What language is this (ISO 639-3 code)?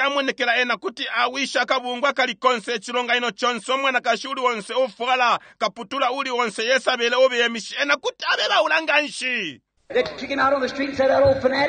bem